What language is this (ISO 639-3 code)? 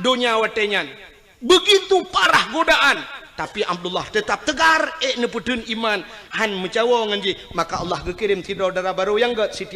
ace